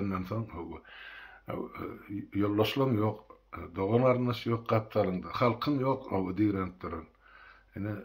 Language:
Turkmen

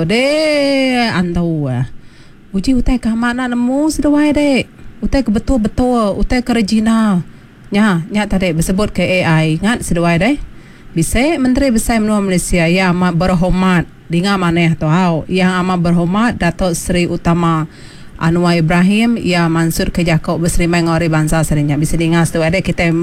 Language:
Iban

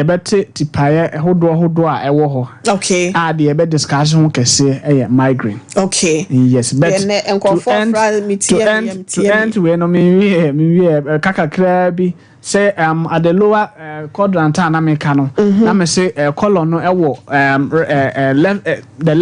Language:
Akan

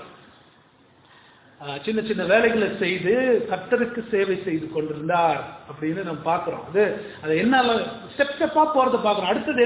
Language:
Tamil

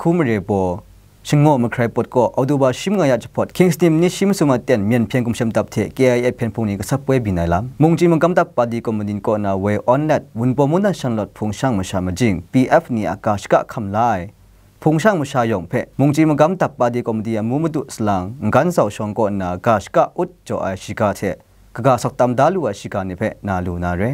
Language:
Kachin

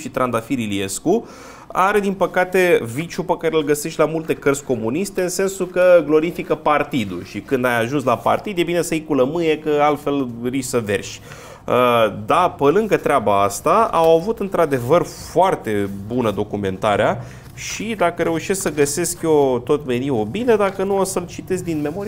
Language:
Romanian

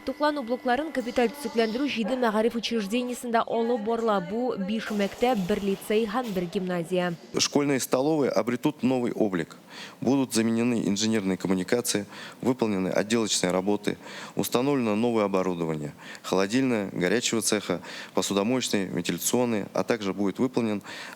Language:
Tatar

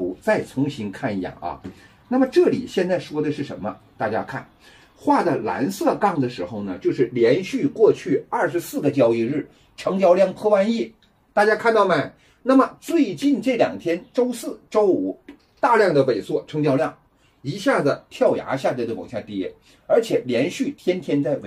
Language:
Chinese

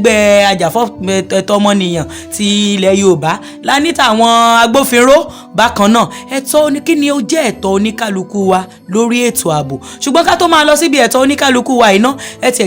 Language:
Yoruba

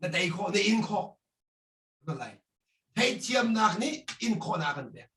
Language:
Hakha Chin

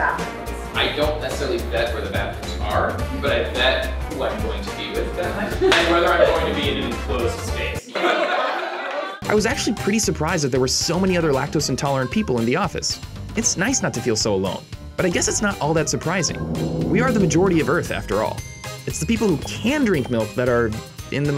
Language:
English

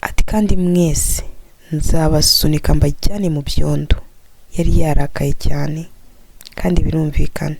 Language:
Kinyarwanda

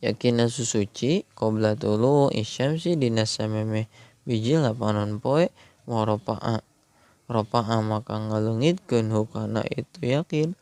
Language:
Sundanese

